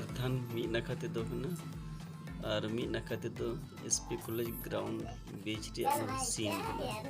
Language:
Santali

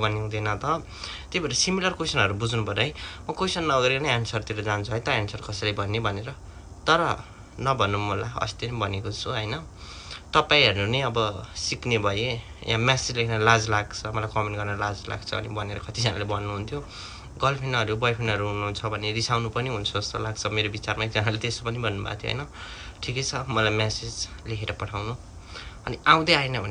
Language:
Nepali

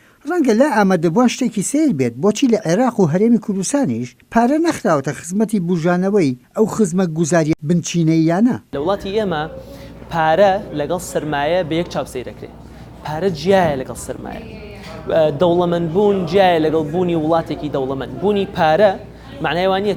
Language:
Central Kurdish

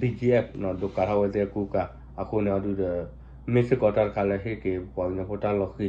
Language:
S'gaw Karen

